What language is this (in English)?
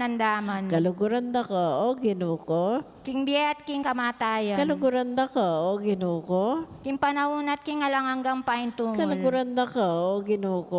Pampanga